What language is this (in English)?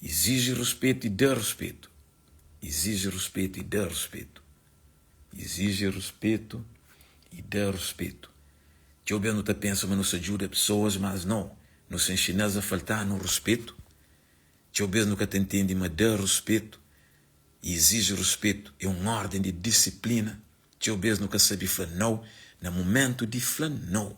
Kabuverdianu